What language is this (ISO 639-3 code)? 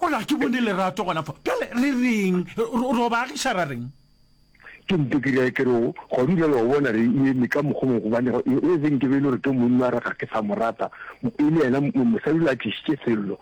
nso